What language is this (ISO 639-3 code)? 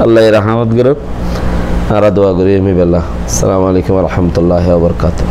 rhg